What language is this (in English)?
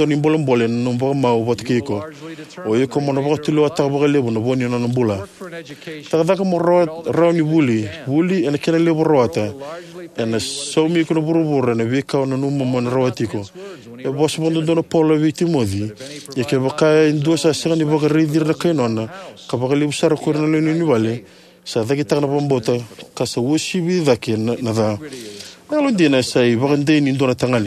Fijian